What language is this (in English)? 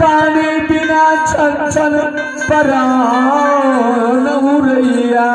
Maithili